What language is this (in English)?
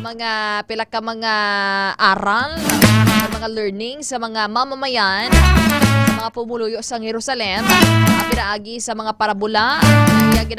Hiligaynon